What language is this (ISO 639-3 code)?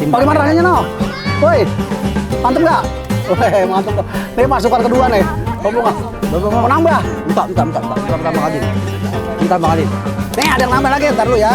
bew